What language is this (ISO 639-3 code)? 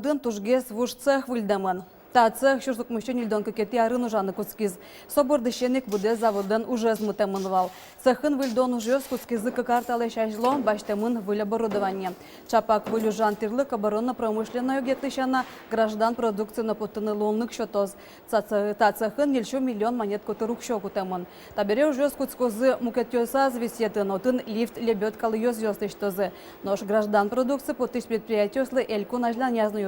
udm